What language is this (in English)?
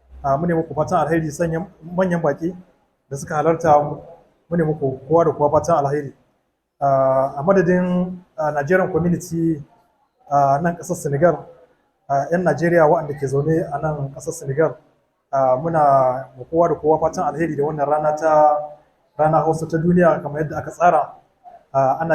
Hausa